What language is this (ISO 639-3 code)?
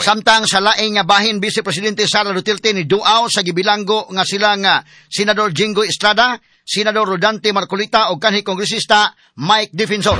ceb